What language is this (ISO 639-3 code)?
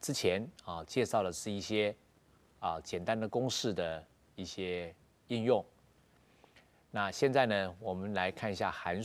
zho